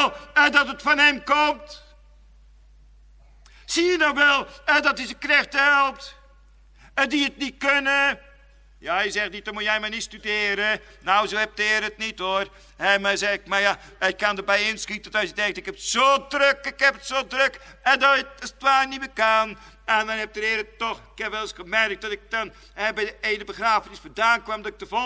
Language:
Dutch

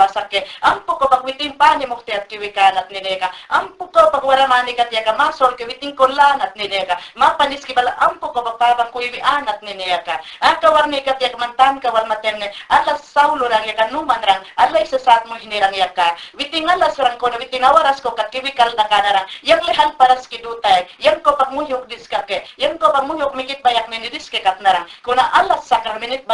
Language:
Mayangna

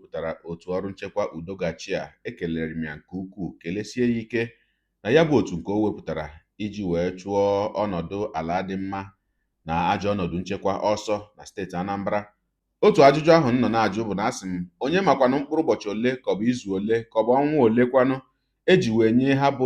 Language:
Igbo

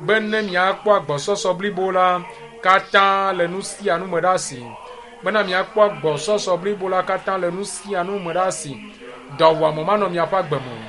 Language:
Ewe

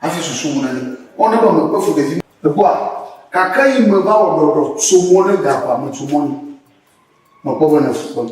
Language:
Ewe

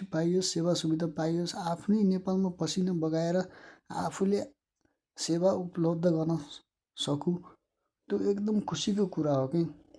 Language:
Nepali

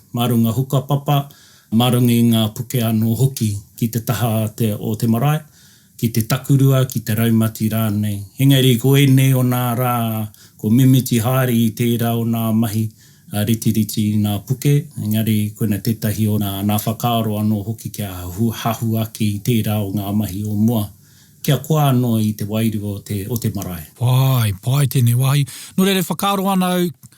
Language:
Māori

